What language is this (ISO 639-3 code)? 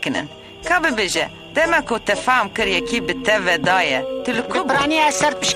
kur